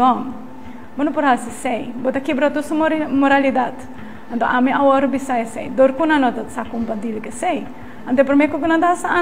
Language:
Papiamento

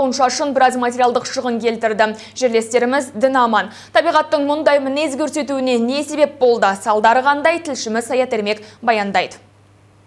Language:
Kazakh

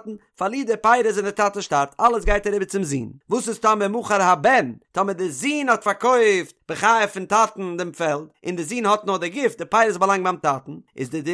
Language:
Yiddish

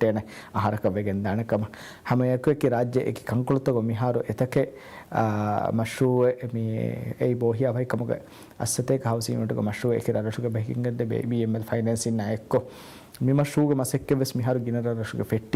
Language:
Divehi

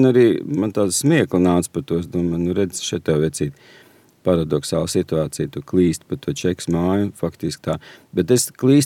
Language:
Latvian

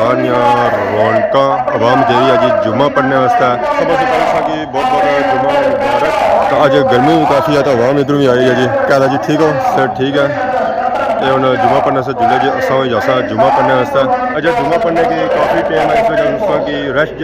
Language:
Pahari-Potwari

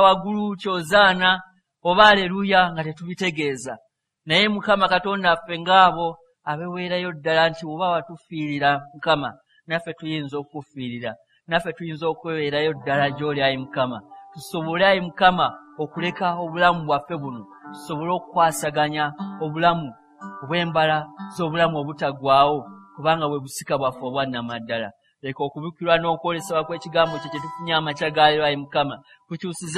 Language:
Ganda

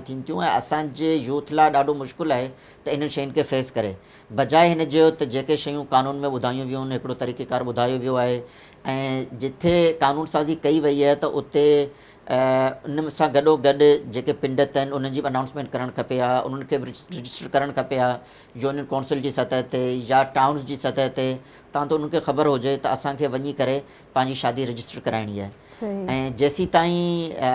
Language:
Sindhi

